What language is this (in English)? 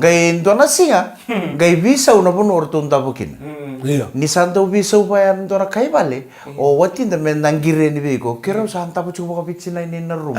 Fijian